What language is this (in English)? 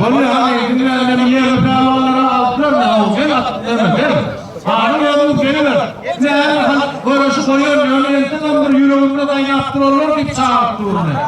Turkmen